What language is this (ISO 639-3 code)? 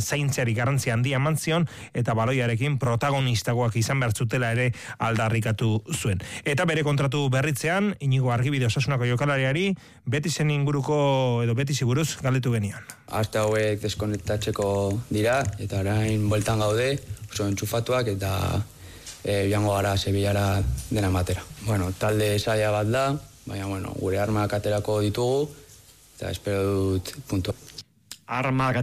eus